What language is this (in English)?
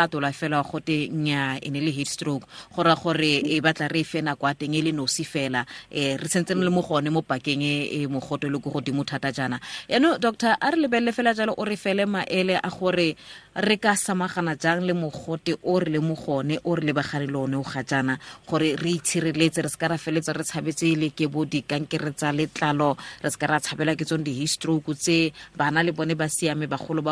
Tswana